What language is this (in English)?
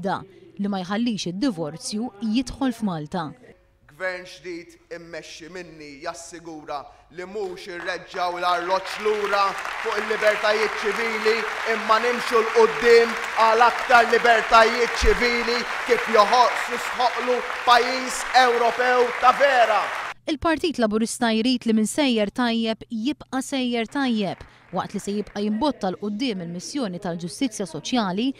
Maltese